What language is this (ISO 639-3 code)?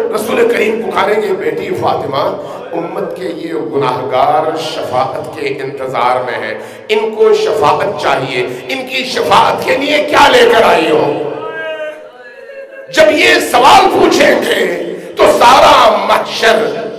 urd